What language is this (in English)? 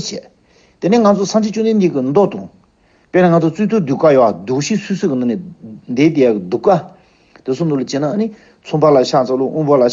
Tibetan